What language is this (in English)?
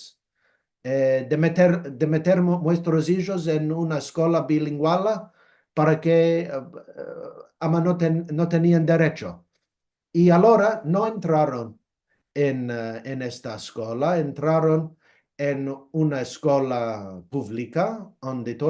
Ladino